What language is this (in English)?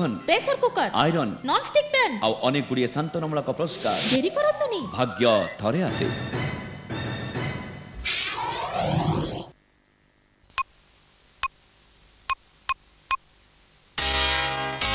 Odia